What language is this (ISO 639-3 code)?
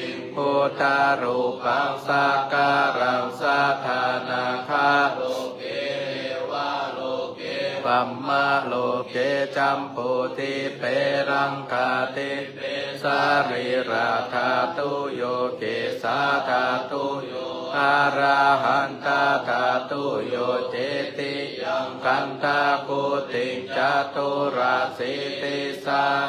pli